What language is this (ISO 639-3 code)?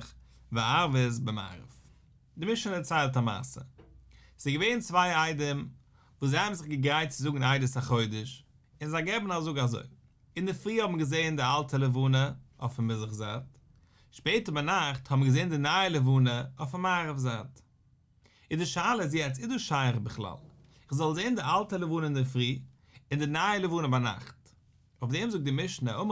yid